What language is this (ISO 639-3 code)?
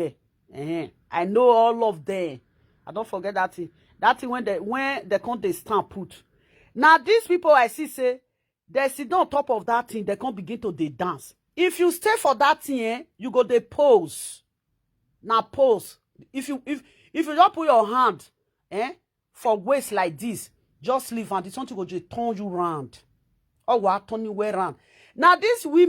pcm